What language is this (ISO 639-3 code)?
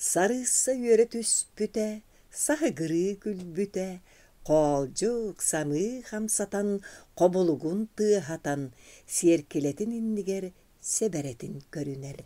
sah